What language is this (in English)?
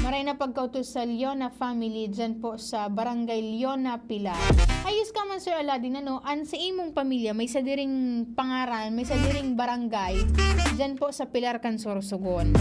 Bikol